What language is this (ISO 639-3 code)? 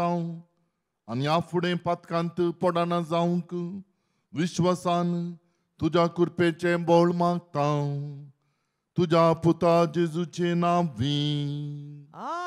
kok